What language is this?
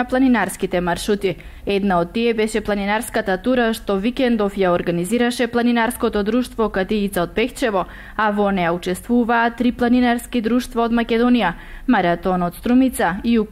Macedonian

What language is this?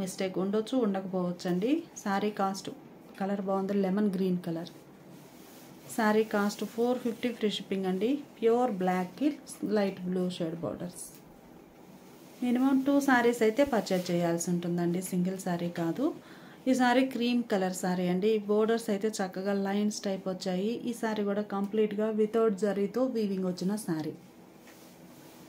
Telugu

